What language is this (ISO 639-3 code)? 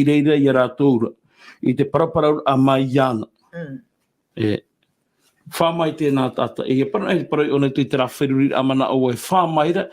tah